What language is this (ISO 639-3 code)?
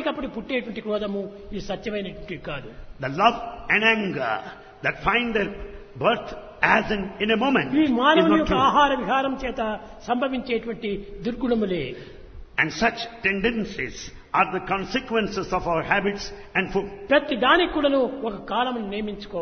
tel